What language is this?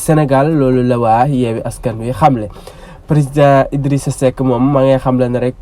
Wolof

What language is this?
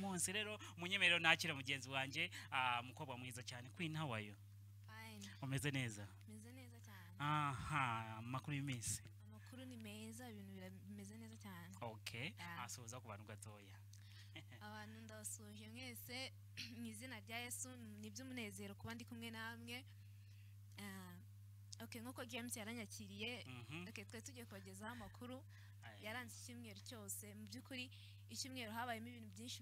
Kinyarwanda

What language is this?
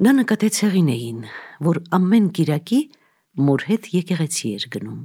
Armenian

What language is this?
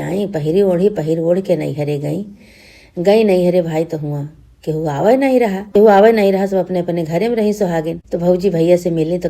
Awadhi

